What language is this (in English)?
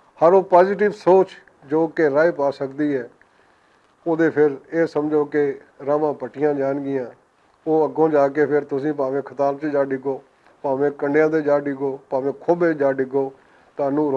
Western Panjabi